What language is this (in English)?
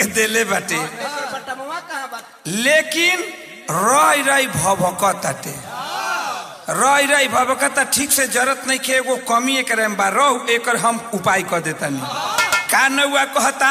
Bhojpuri